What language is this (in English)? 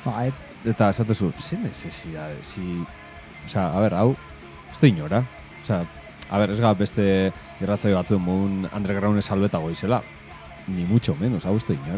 Basque